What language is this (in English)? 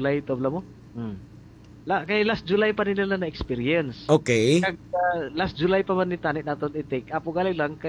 Hiligaynon